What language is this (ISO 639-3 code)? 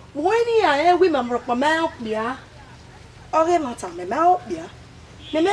bin